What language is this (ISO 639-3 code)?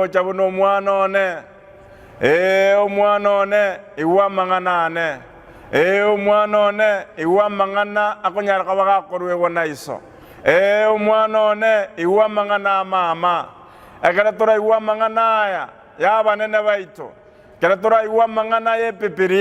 guz